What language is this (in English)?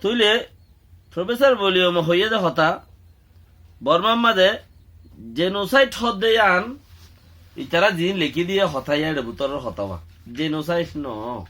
Rohingya